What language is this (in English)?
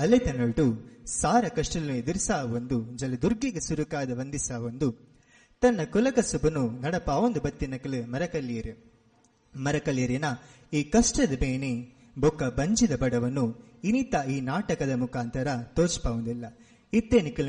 Tulu